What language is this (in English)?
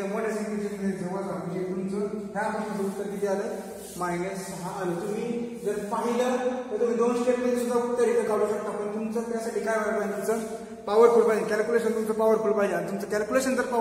Marathi